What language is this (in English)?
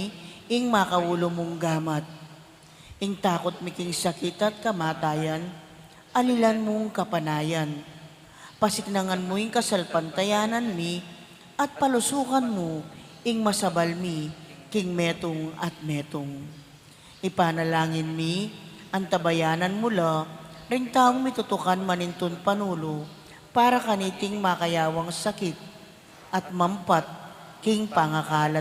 Pampanga